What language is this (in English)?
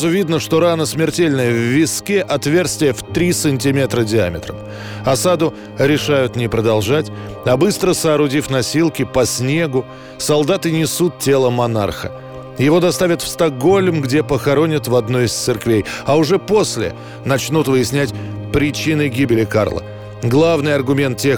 Russian